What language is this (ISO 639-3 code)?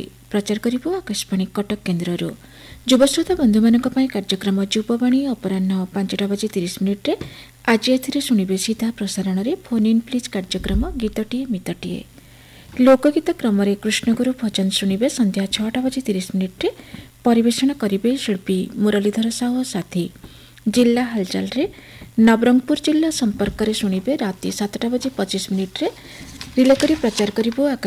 ori